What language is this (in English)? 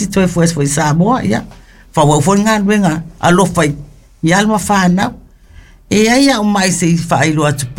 Samoan